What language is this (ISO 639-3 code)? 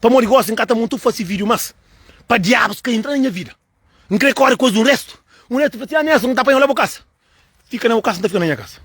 kea